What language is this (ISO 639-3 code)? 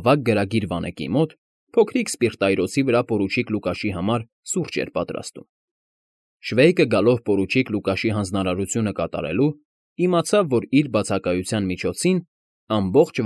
hye